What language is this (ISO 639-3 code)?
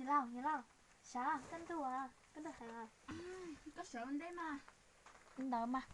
hmn